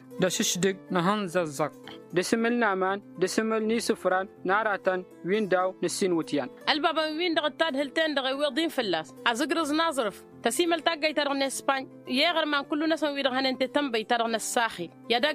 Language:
Tamasheq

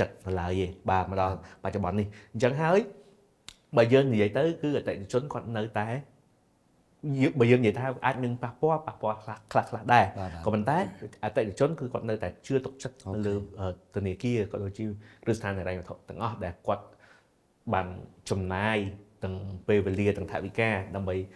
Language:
Khmer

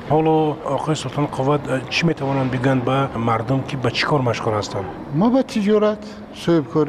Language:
Persian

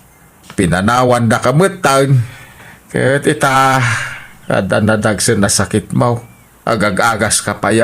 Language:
Iloko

